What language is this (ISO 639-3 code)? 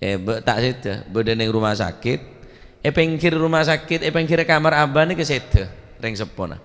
mad